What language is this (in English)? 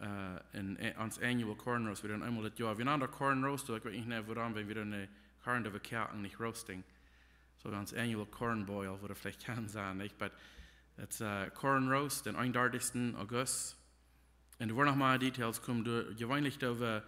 Plautdietsch